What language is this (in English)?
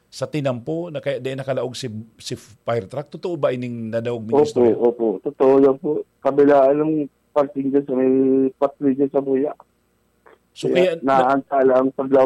Bikol